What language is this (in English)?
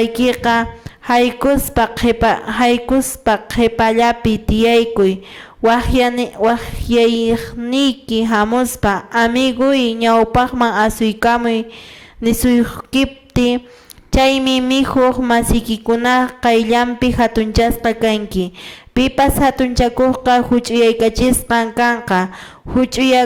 Quechua